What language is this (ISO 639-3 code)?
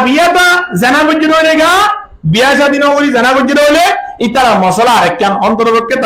rhg